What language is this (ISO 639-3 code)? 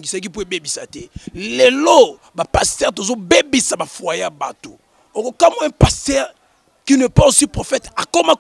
lin